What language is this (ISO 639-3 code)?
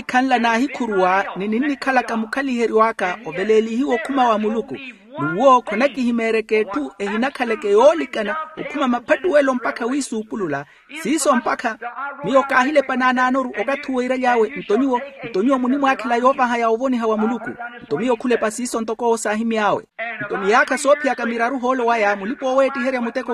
vmw